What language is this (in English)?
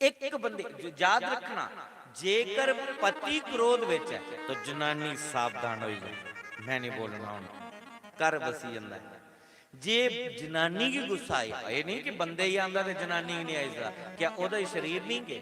Dogri